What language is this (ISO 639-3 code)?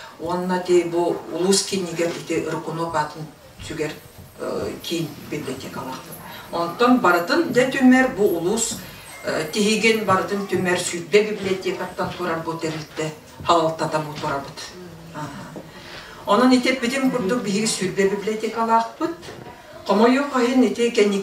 sah